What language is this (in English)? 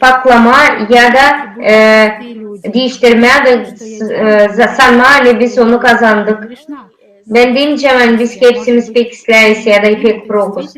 Gagauz